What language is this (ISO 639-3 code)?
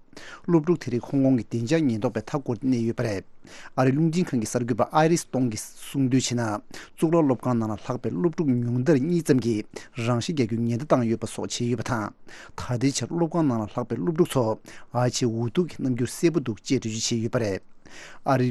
bod